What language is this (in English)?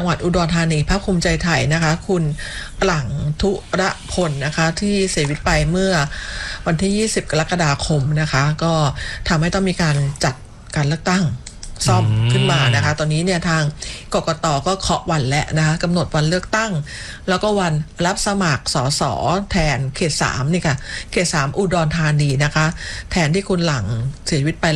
Thai